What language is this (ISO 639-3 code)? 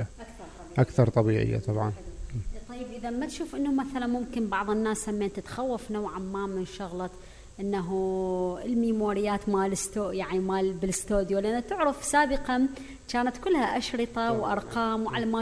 acm